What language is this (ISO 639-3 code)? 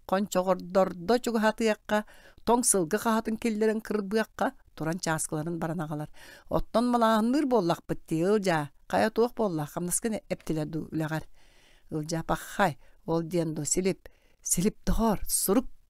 sah